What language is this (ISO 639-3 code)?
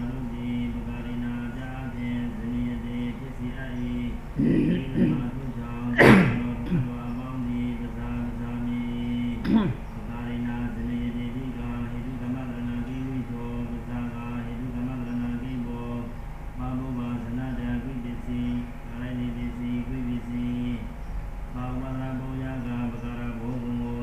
mya